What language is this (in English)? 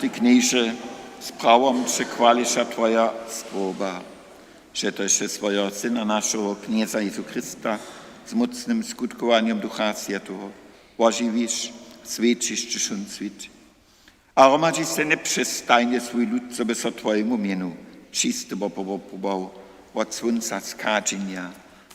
Upper Sorbian